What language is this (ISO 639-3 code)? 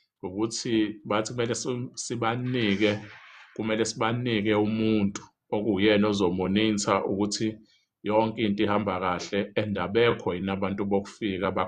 zul